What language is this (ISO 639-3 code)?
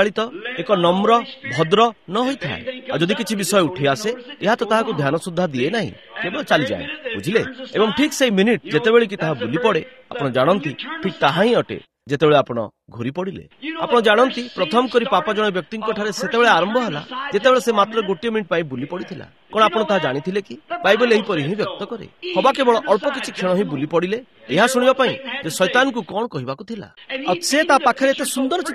ori